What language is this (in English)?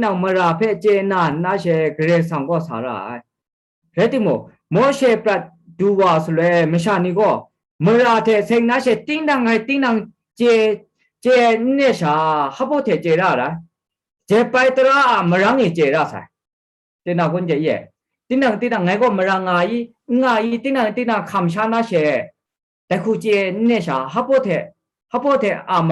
Kachin